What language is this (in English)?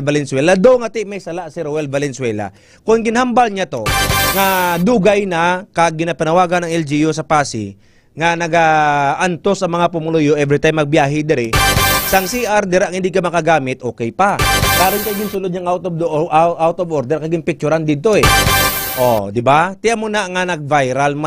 Hiligaynon